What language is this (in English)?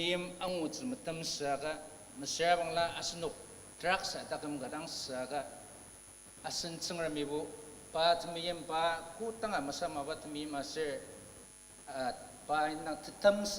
Ao Naga